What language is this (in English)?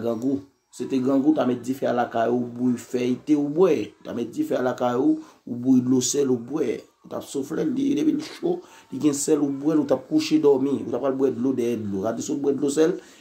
Haitian Creole